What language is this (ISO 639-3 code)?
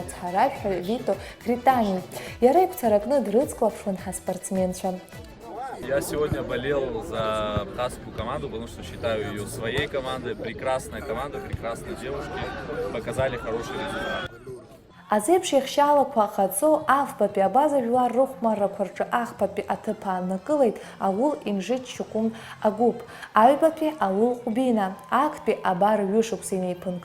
abk